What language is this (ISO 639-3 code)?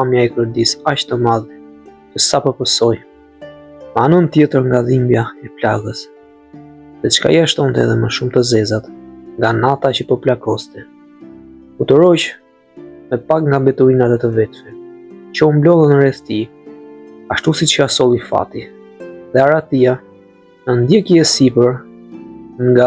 sqi